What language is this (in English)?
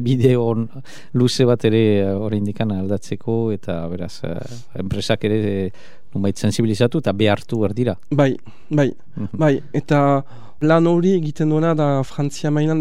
Basque